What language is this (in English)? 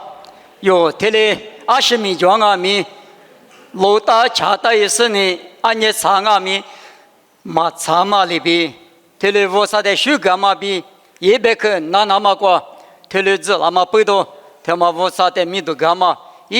Lisu